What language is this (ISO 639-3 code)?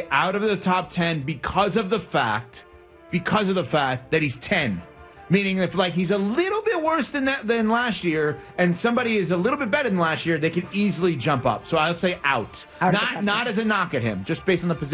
eng